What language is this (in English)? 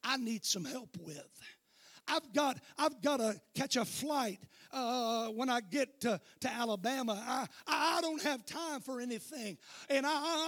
English